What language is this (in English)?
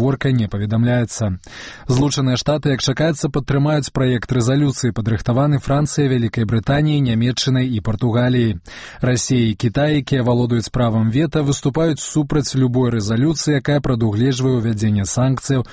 Belarusian